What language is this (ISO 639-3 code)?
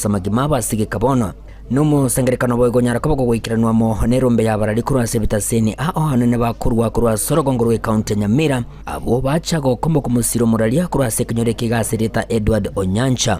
guz